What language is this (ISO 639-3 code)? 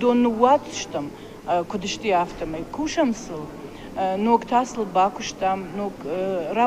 oss